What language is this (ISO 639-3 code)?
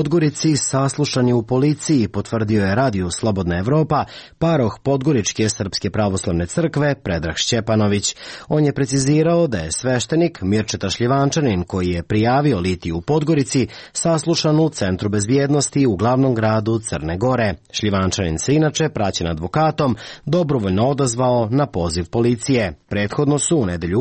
srp